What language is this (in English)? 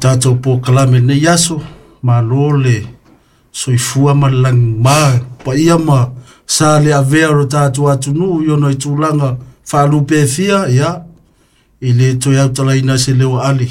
Samoan